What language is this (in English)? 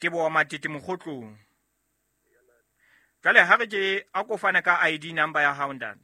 Southern Sotho